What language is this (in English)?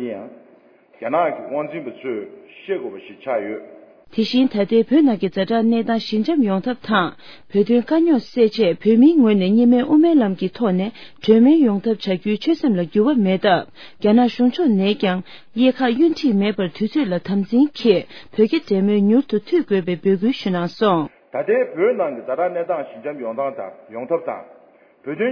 Tibetan